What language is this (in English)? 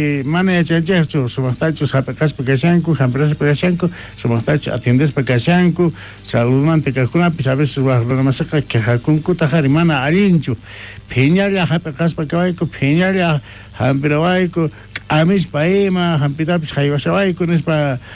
South Bolivian Quechua